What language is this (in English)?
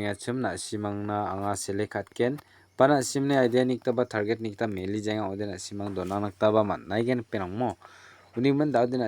Garo